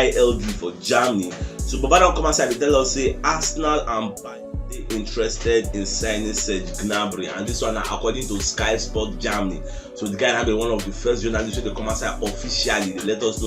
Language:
Nigerian Pidgin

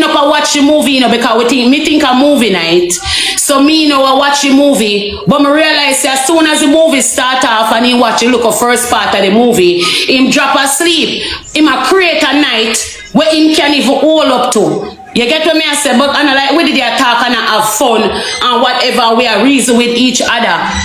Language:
Jamaican Creole English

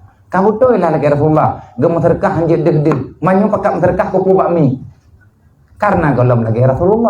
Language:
Achinese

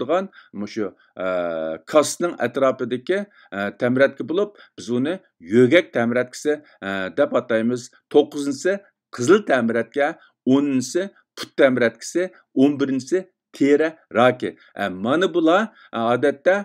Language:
Uyghur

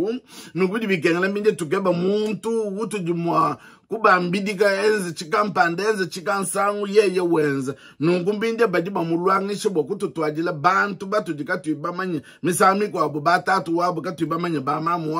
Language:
Luba-Lulua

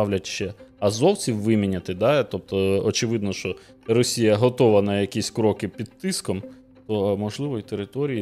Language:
Ukrainian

